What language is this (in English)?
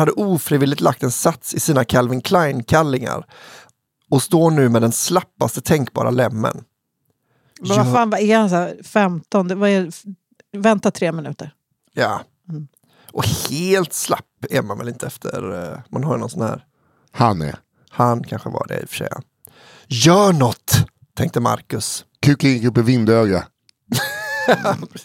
Swedish